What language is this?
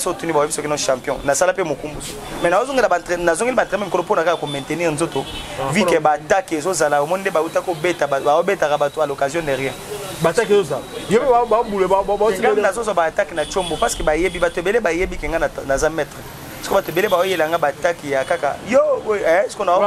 Lingala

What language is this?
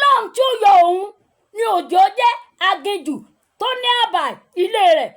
Yoruba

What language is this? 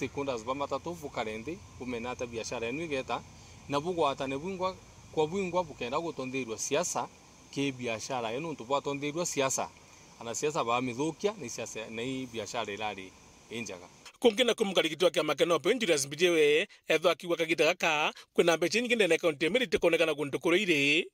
Meru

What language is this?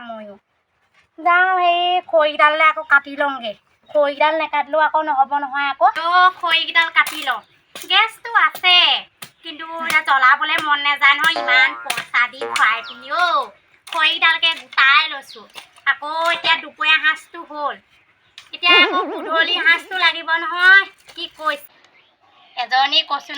Assamese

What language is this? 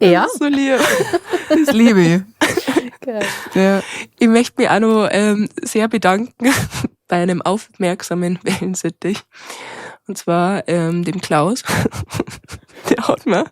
Bavarian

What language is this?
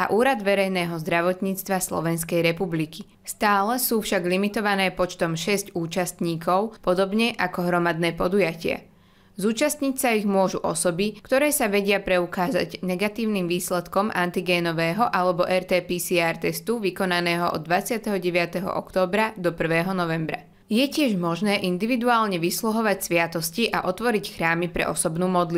Slovak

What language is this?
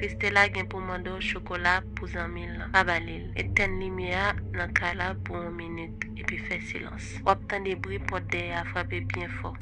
Haitian Creole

